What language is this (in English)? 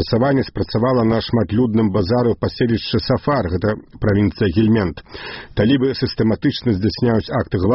Belarusian